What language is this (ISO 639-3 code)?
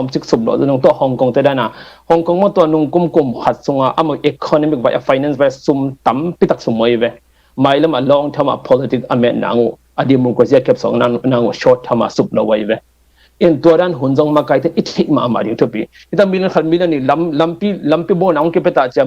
ctd